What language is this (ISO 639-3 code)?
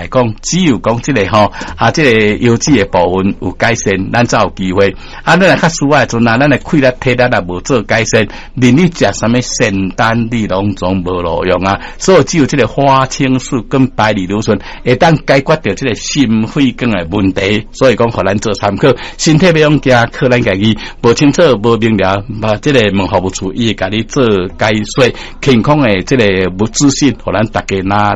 nan